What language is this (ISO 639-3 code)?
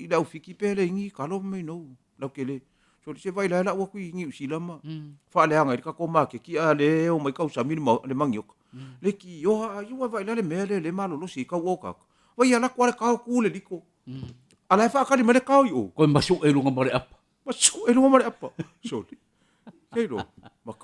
smo